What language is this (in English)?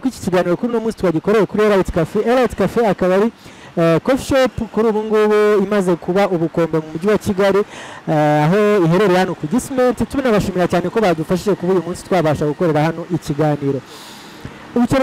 Kinyarwanda